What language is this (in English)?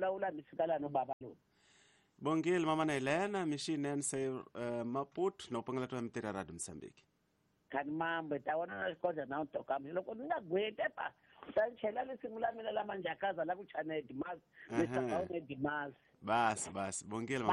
Tsonga